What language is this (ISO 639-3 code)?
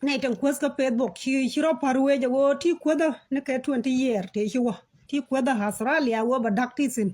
nus